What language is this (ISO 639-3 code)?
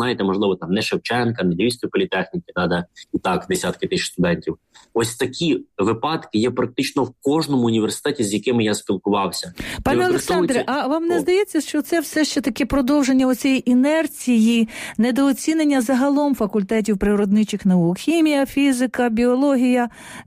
ukr